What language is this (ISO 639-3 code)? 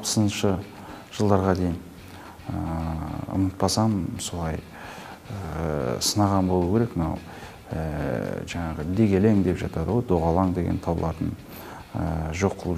kaz